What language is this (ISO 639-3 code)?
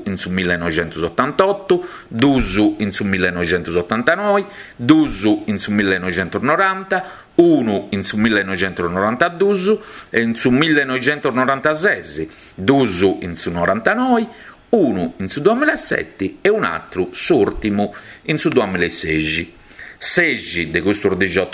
srd